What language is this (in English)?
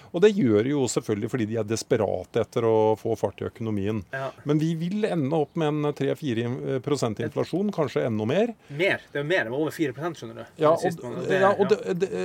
Norwegian